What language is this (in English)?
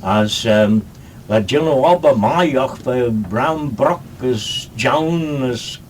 Manx